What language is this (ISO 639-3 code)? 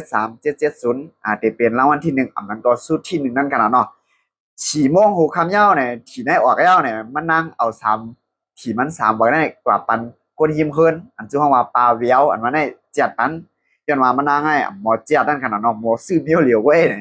shn